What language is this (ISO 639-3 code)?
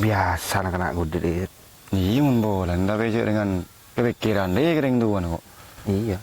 mad